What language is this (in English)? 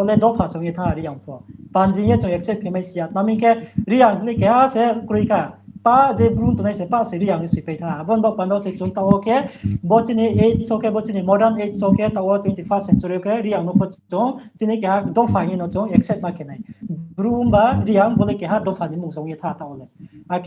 Riang (India)